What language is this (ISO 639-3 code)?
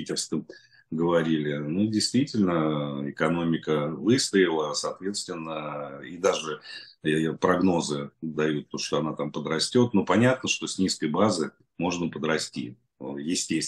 rus